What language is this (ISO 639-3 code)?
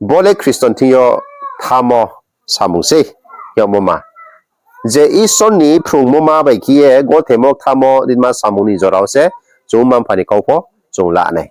ria